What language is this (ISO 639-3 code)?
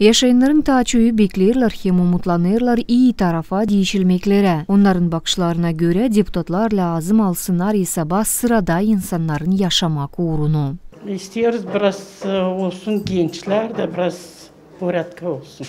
gag